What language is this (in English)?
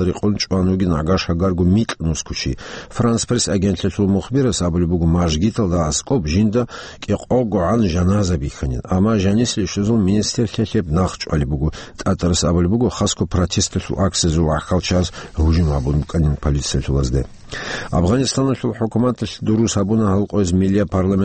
Avaric